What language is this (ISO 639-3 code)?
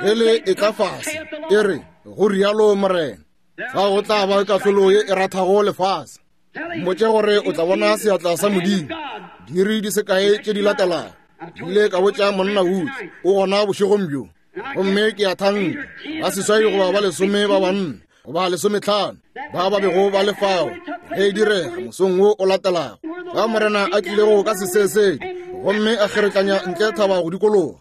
nso